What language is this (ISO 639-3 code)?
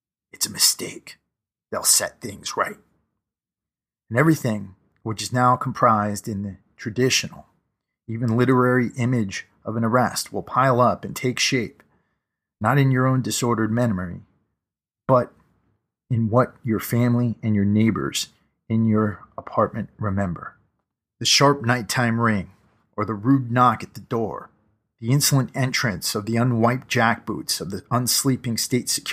eng